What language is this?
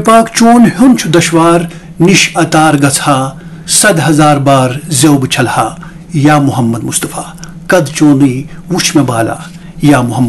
Kashmiri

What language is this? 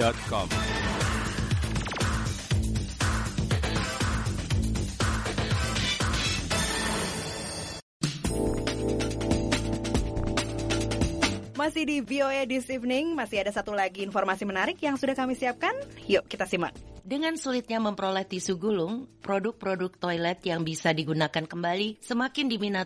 Indonesian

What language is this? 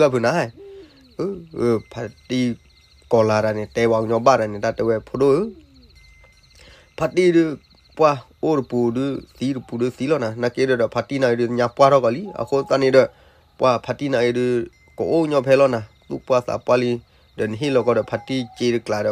S'gaw Karen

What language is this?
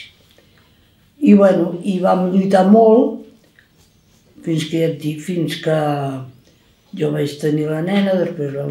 Catalan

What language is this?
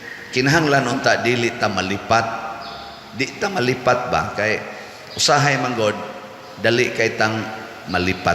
Cebuano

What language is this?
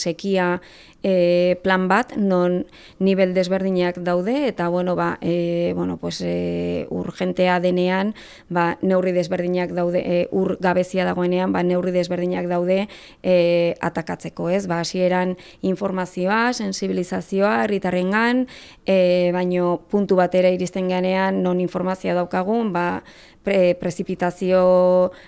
Basque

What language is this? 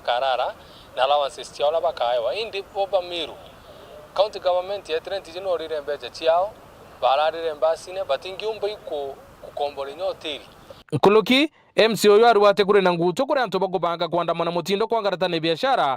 Meru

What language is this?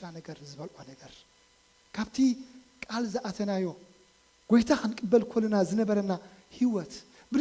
Tigrinya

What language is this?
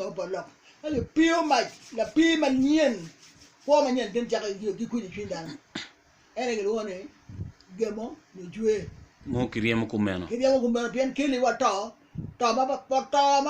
Acoli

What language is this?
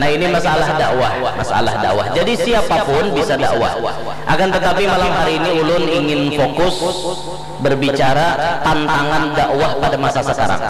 Banjar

